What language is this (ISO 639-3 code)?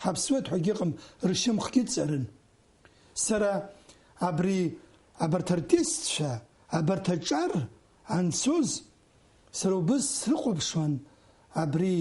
abk